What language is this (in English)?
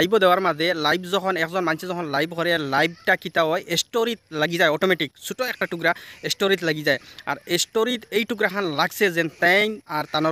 Sylheti